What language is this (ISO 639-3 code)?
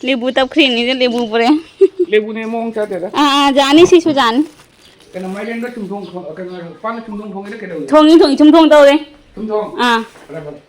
mni